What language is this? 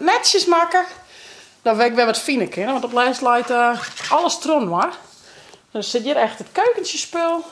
Western Frisian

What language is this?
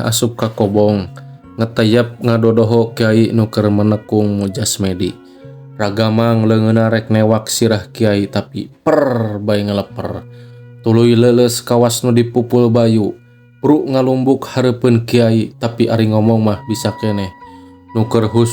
Sundanese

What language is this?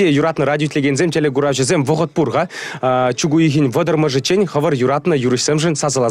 Chuvash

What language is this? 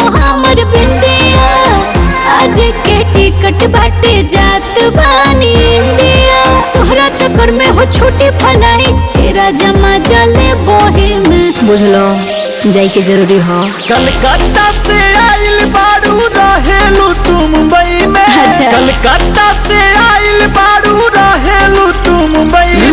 Bhojpuri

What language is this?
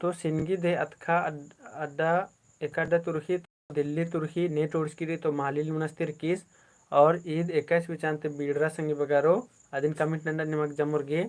Kurukh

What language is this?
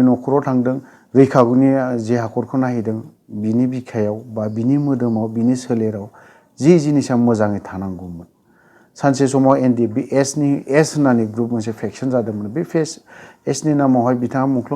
Bodo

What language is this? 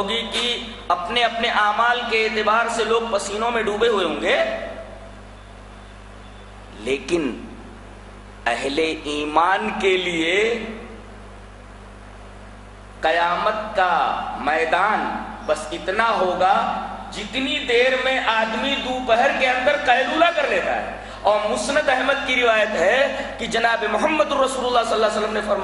Urdu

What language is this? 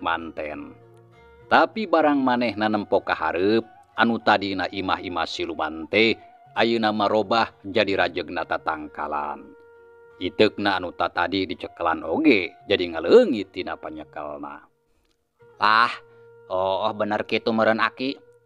Sundanese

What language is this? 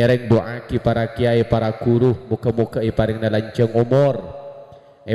Madurese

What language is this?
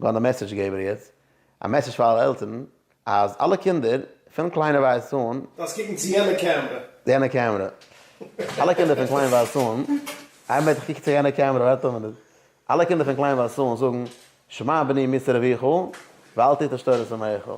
Yiddish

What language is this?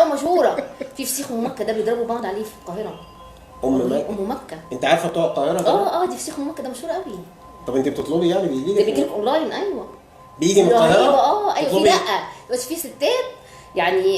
Egyptian Arabic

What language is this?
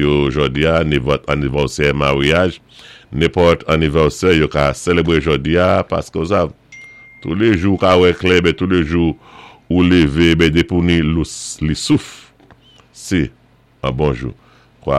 Saint Lucian Creole French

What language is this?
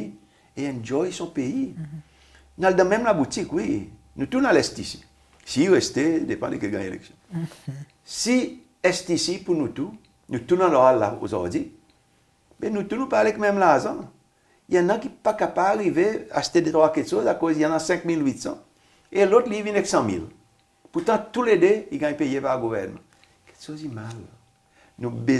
Seselwa Creole French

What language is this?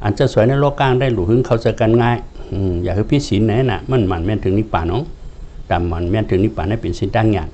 Shan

